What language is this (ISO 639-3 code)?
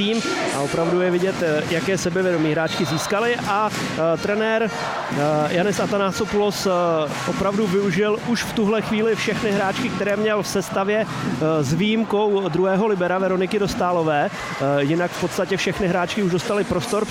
ces